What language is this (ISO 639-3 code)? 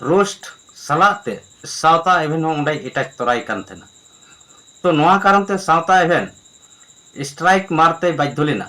sat